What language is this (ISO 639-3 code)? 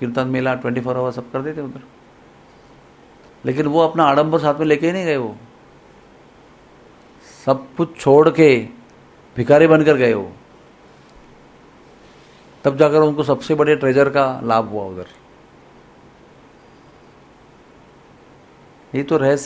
hin